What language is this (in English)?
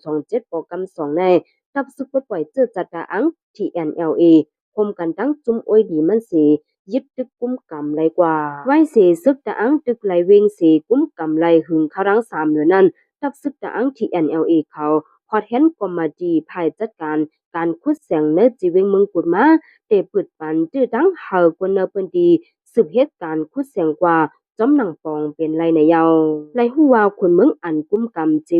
Shan